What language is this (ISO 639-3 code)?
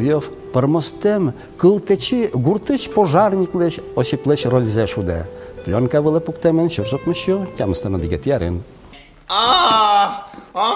udm